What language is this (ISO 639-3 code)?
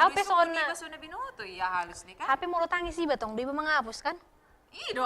bbc